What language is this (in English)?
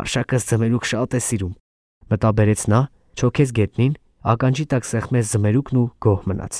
Armenian